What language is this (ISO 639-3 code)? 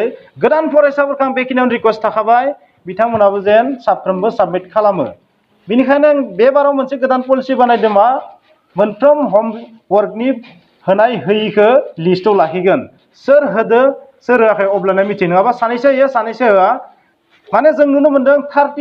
brx